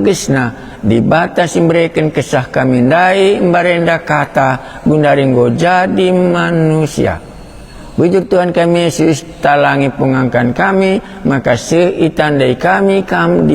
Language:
Batak Karo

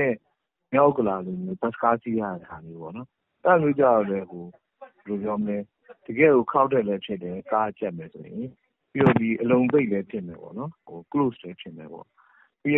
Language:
Burmese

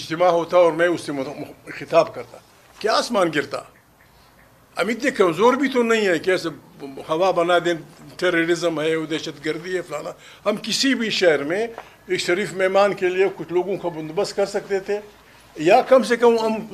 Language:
Urdu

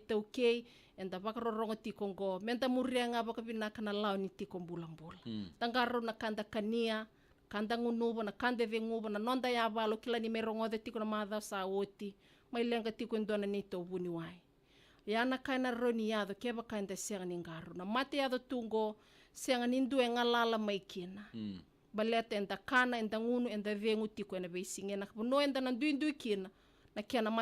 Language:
Fijian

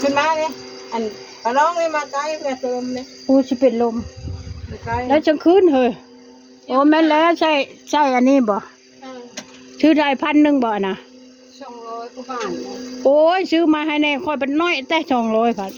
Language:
Northeastern Thai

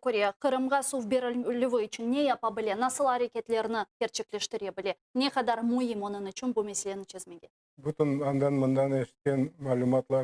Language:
Crimean Tatar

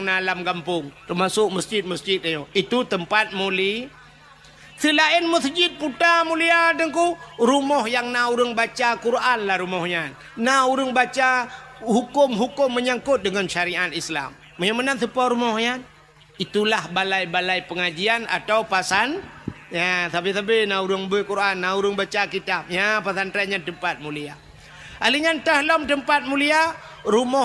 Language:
Achinese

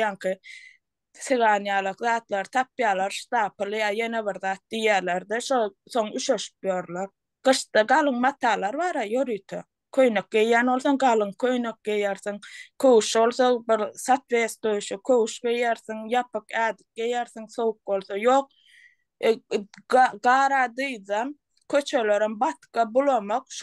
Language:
Turkmen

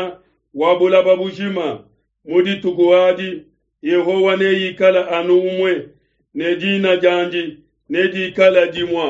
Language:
Luba-Lulua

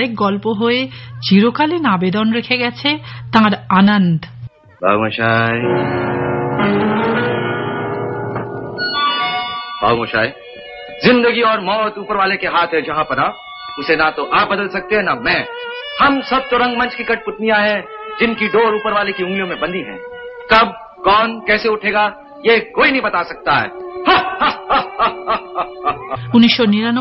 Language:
Bangla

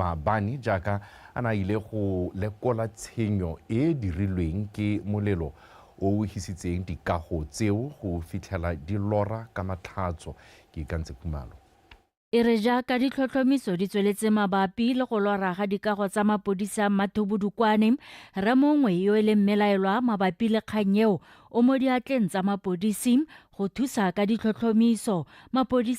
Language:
Tswana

